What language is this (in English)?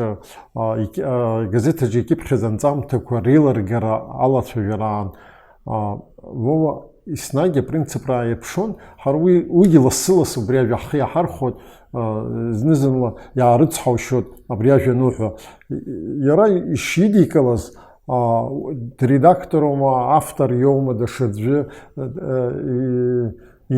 Abkhazian